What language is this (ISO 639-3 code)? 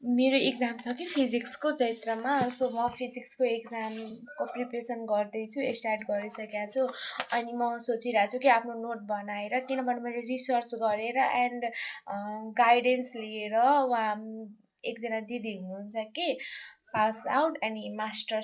nep